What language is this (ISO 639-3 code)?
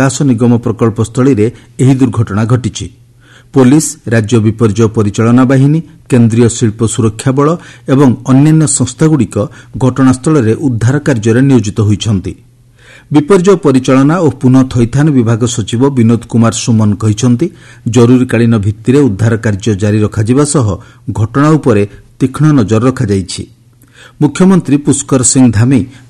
ori